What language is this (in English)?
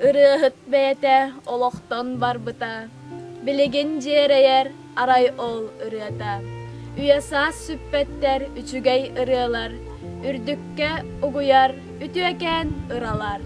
Yakut